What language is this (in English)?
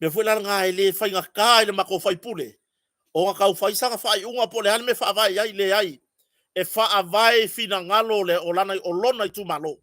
Samoan